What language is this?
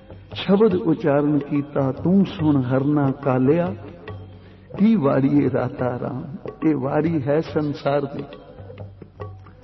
Punjabi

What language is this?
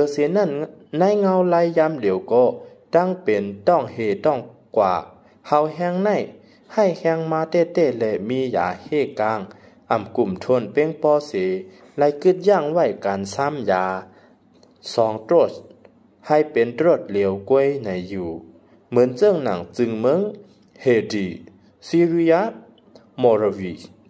Shan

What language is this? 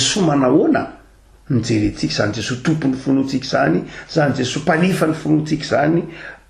Malagasy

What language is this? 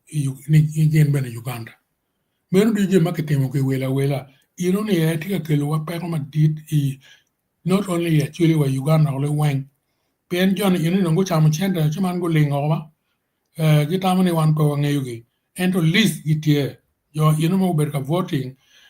Acoli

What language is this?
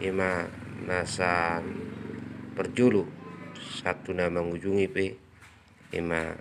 Batak Toba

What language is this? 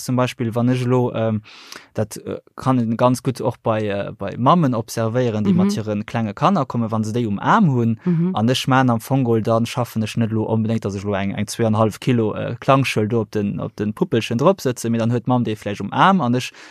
Luxembourgish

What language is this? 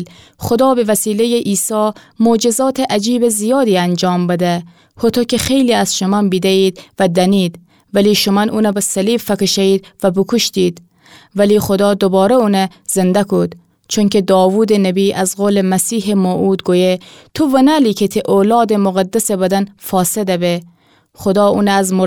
Gilaki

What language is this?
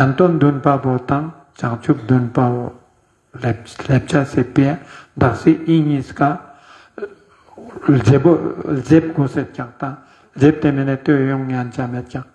Ladakhi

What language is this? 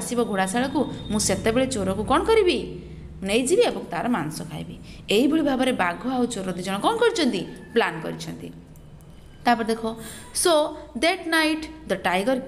Odia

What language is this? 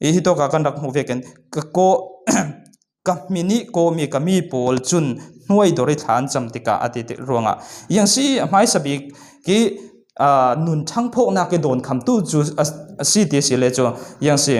Falam Chin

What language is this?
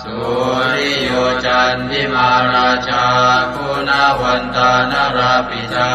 Pali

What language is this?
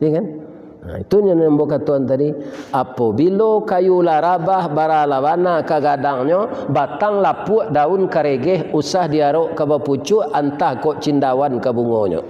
Minangkabau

